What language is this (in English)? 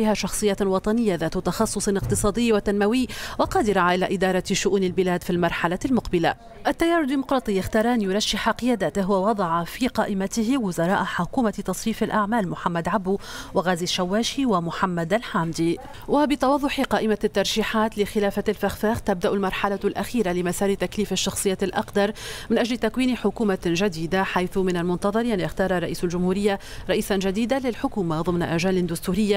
Arabic